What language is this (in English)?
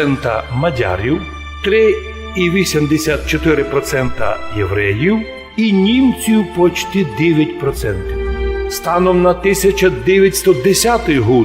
Rusyn